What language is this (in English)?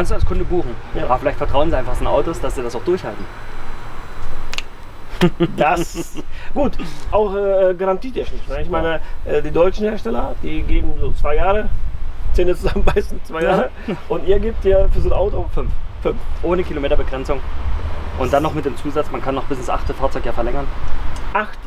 German